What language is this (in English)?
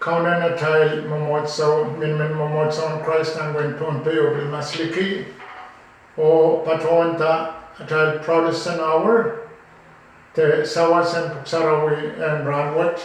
Pohnpeian